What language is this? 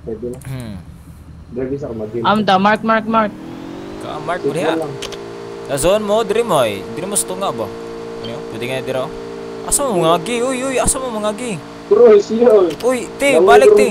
Cebuano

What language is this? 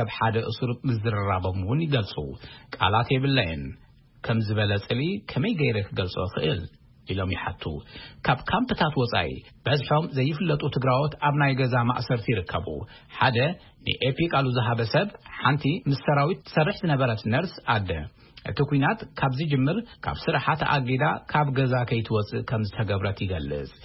Tigrinya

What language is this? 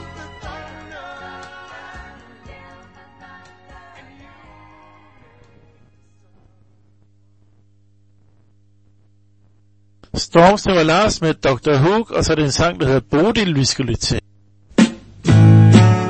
Danish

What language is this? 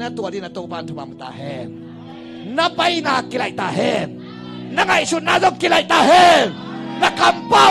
Tedim Chin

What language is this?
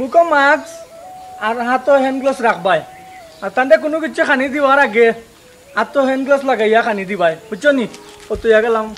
Sylheti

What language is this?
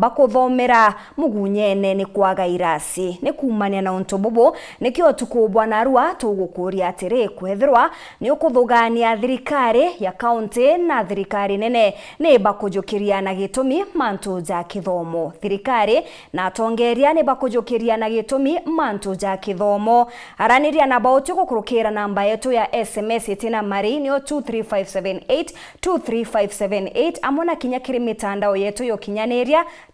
Meru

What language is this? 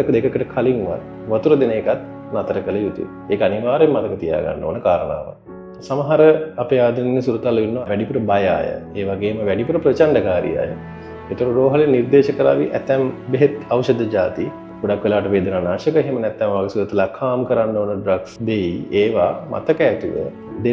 Sinhala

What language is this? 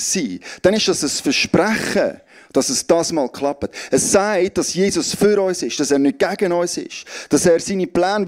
Swiss German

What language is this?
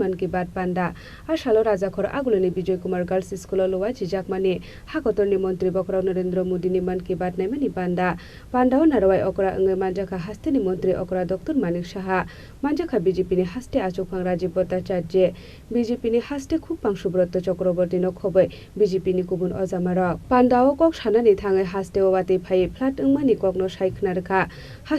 Kok Borok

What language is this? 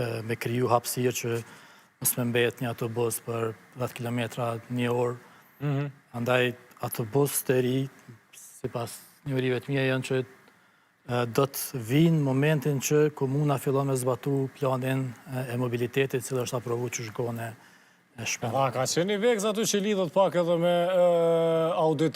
Albanian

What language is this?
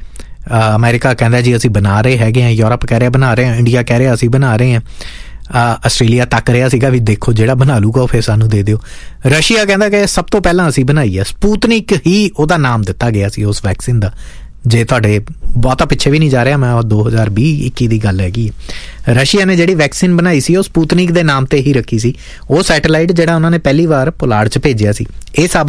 Punjabi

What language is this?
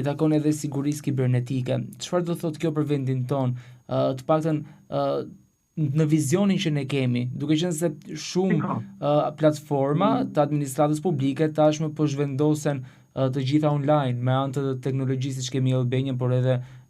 Albanian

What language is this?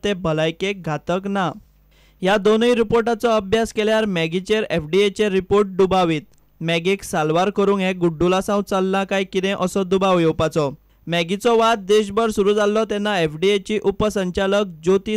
Konkani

